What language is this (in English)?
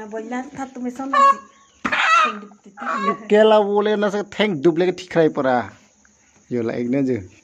Karbi